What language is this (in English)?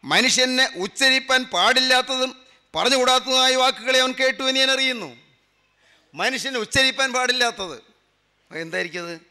Malayalam